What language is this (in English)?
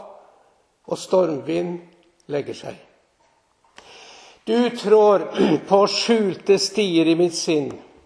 Norwegian